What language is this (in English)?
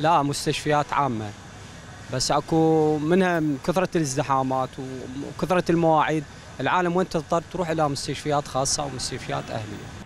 Mesopotamian Arabic